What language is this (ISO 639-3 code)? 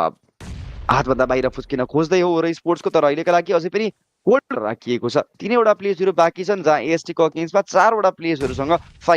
nep